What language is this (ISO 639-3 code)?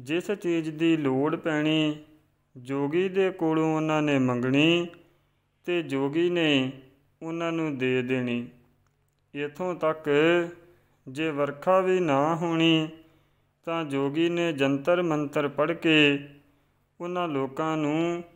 pan